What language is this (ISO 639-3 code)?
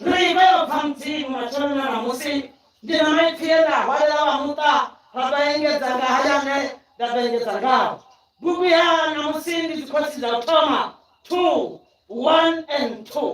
ven